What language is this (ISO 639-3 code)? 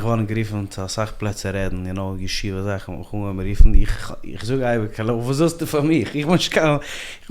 yid